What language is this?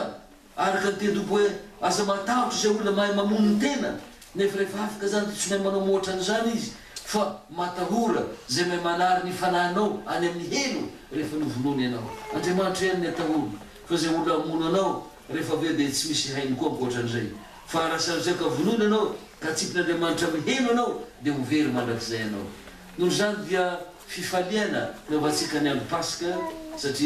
Malagasy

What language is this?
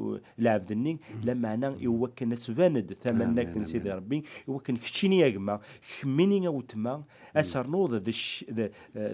Kabyle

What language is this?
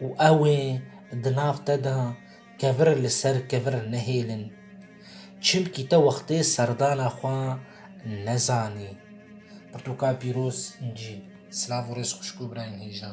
Kurdish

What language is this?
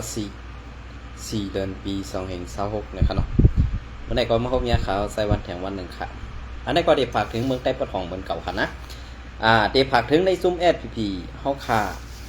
Shan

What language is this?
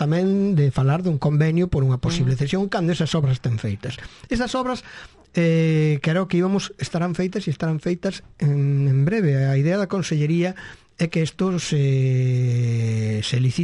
Galician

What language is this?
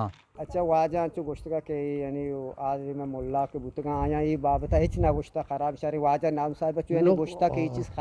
Eastern Balochi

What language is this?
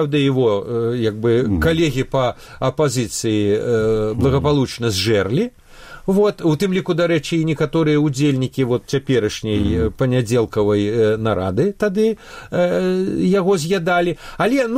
Belarusian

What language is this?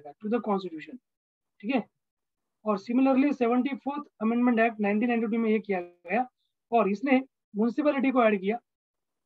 Hindi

